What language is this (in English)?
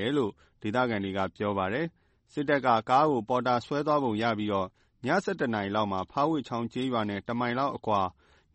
Burmese